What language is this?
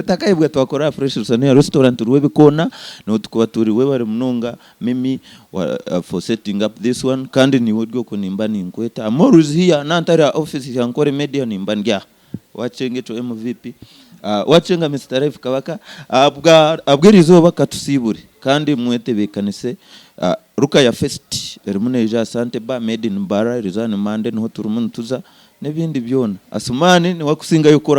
Nyankole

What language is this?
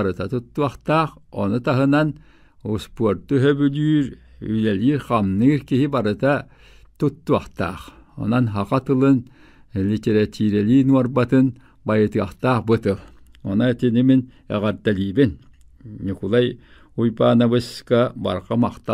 Yakut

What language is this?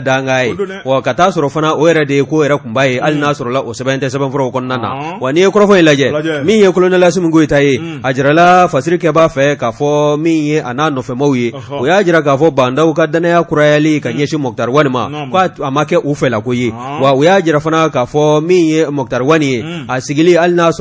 Bambara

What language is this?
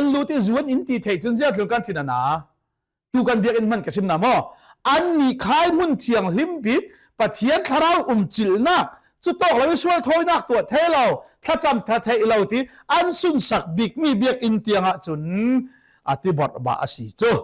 Falam Chin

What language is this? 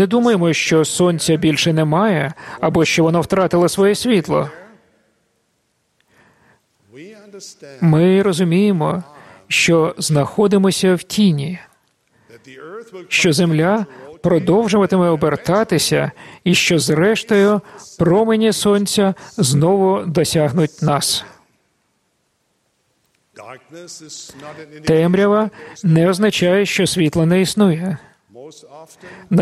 Ukrainian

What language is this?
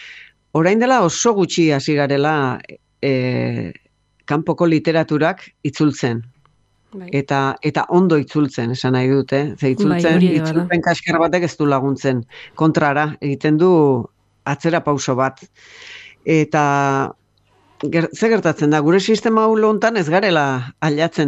Basque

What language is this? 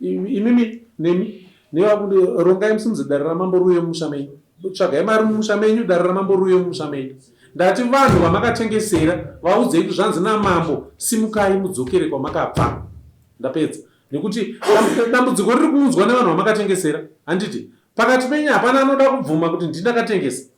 Shona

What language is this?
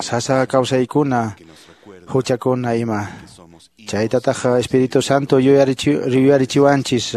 Quechua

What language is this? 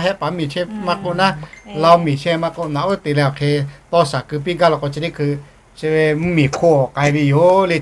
Lahu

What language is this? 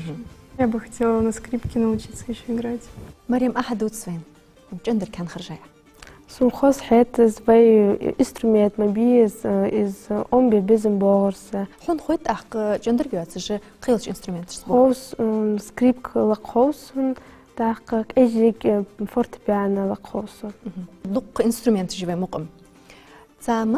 Ingush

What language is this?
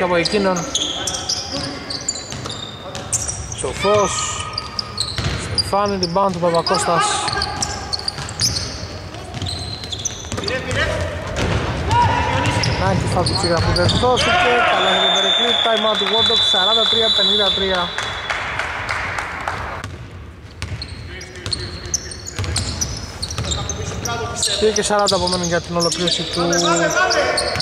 Greek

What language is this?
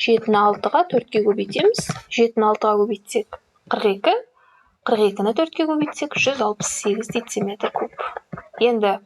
Kazakh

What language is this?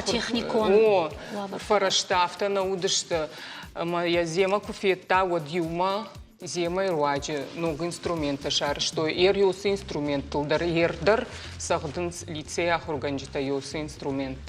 Ossetic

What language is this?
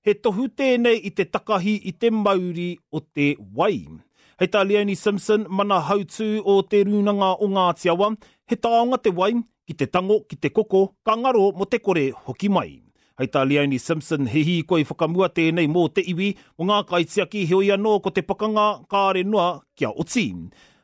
Māori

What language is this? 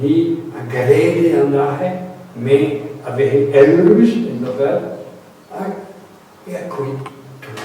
Breton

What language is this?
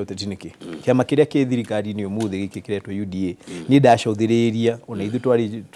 Kikuyu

